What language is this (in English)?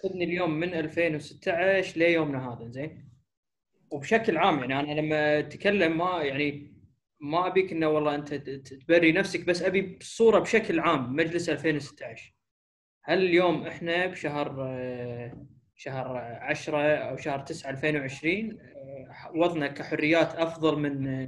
Gulf Arabic